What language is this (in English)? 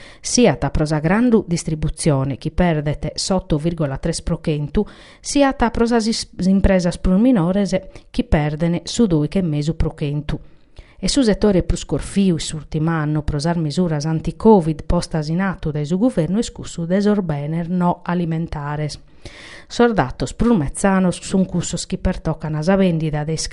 Sardinian